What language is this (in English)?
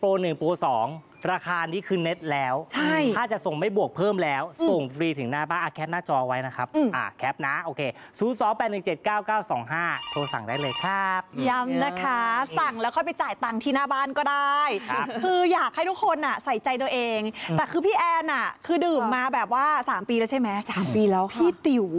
Thai